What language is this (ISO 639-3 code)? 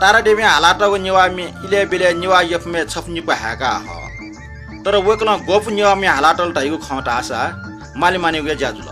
new